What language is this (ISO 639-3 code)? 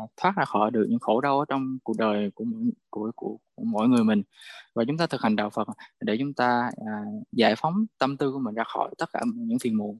vie